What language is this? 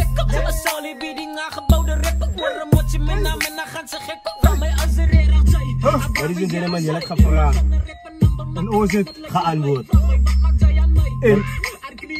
Afrikaans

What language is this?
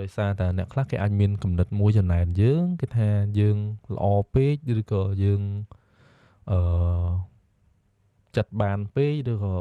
Khmer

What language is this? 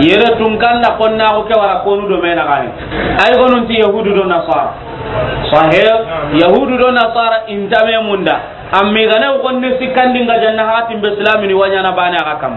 Soninke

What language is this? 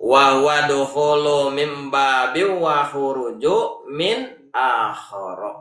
Sundanese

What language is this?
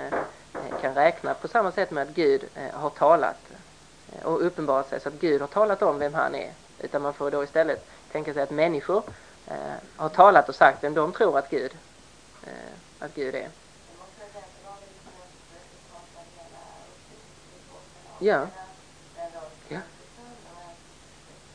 Swedish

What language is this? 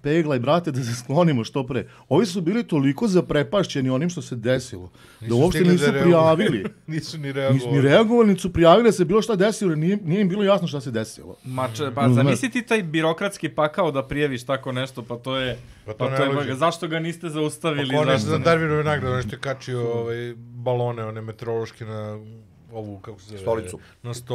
Serbian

